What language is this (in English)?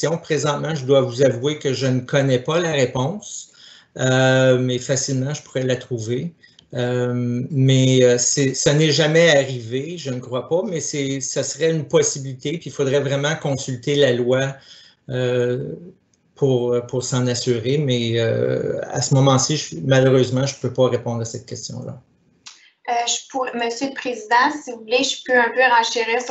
French